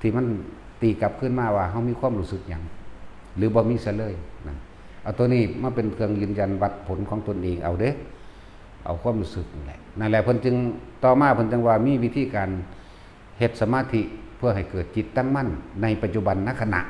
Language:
Northeastern Thai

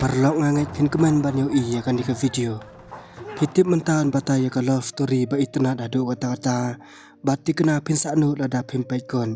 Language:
Khasi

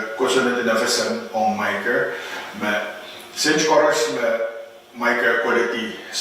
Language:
Pohnpeian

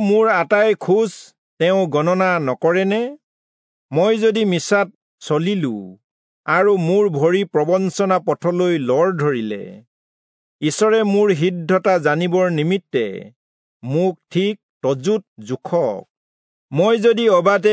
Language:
Assamese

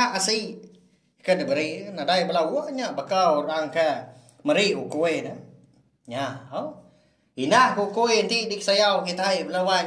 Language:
Iban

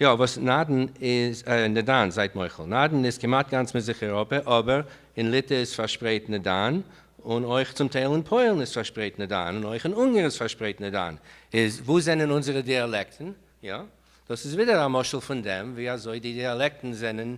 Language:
Yiddish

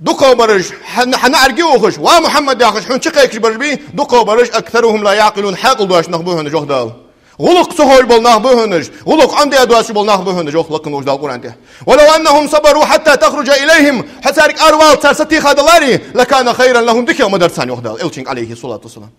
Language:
Ingush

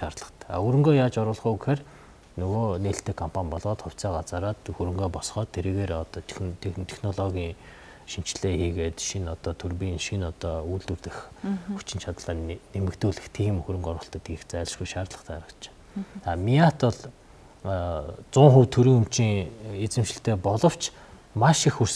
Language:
Mongolian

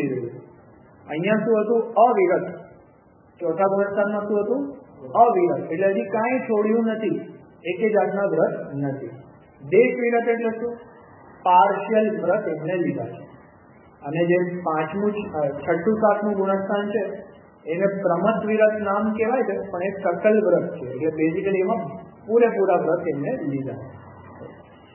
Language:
Gujarati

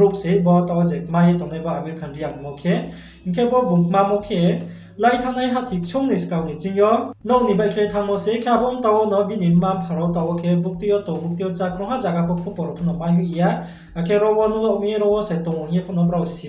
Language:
Riang (India)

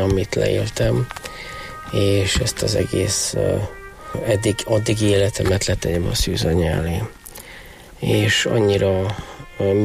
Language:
Hungarian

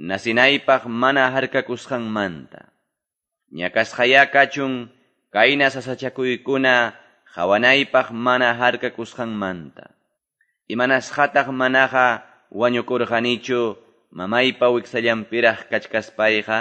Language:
Quechua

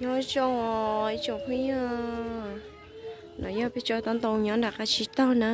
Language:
Hmong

